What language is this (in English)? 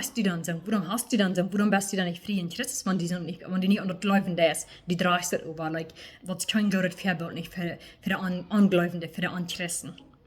Plautdietsch